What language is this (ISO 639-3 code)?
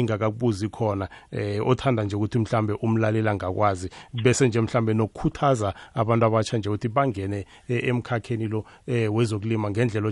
nbl